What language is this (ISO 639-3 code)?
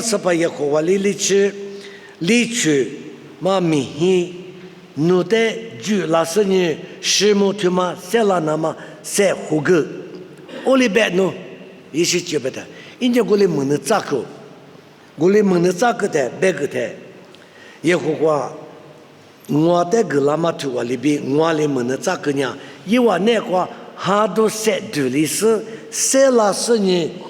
lis